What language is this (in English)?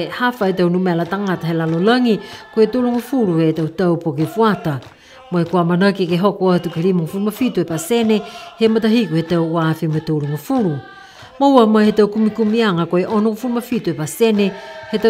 Niuean